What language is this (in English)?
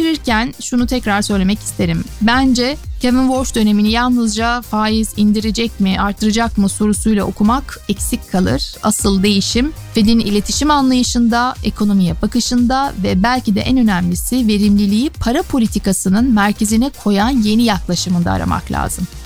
Turkish